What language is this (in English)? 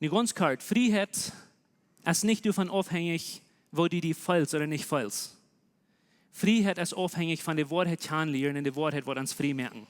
Plautdietsch